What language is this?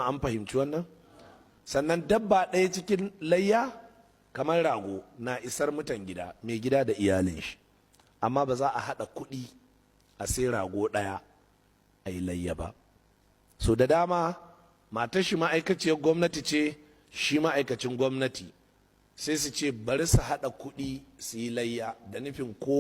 Hausa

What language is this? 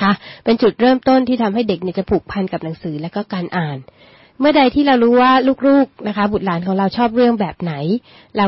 Thai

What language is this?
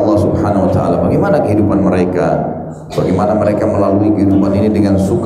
Indonesian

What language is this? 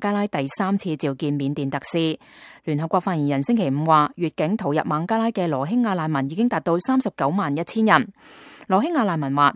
Cantonese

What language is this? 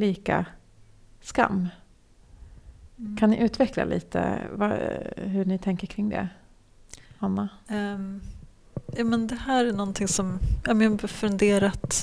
Swedish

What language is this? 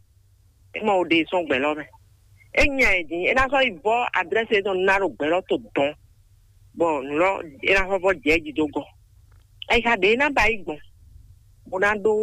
Fon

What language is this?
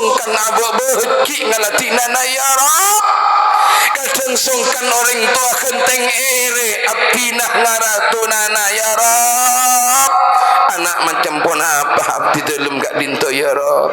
Madurese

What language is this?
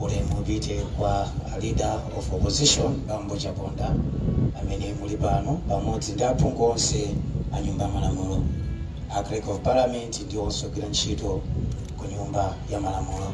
Nyanja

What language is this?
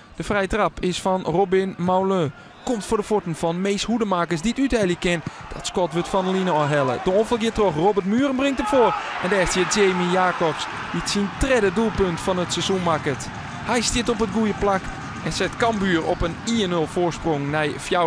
Western Frisian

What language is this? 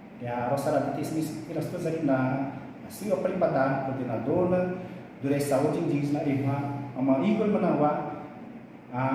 Xavánte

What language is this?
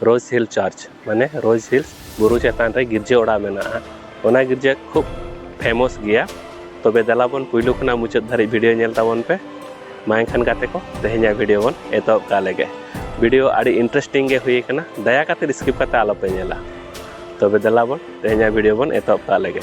Santali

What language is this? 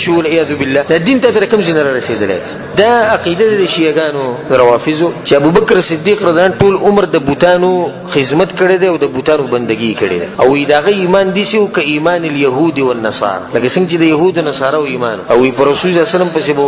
Pashto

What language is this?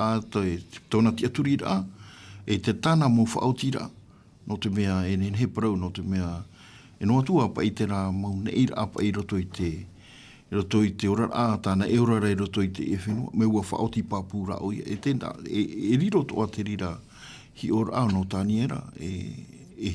Tahitian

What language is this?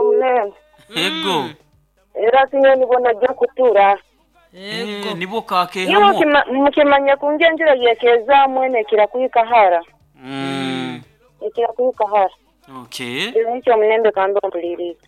Nyoro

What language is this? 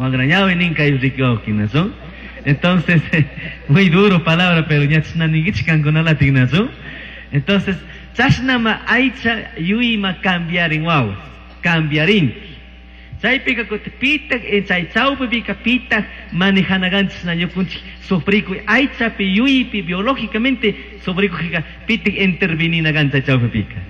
Chimborazo Highland Quichua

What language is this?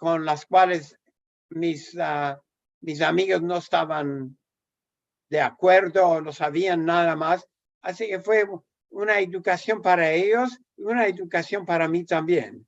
Ladino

